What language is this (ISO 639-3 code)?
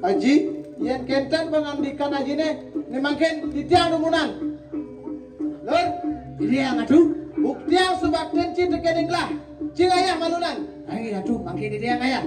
ban